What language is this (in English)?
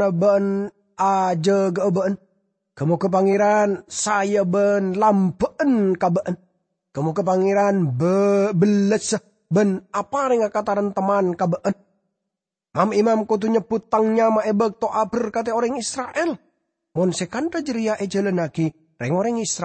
Madurese